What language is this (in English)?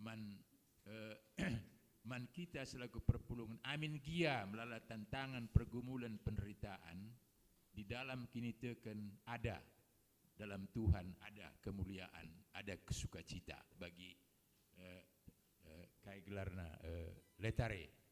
Batak Karo